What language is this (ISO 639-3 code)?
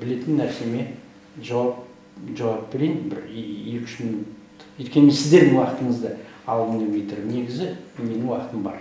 kaz